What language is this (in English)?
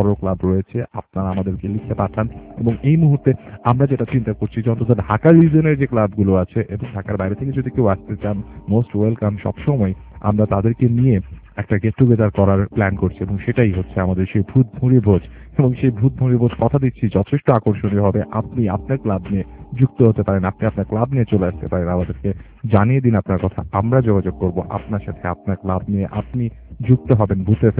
Bangla